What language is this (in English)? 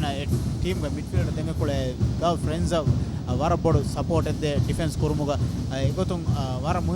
Divehi